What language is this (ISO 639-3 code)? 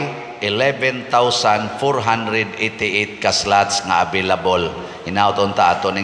ceb